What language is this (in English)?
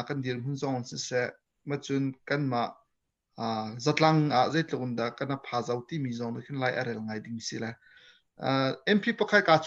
Hakha Chin